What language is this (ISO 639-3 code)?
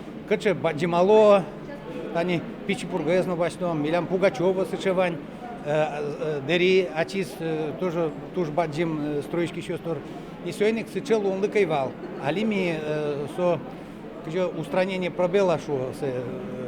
udm